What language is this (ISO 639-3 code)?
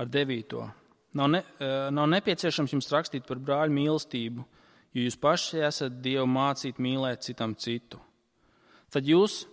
lav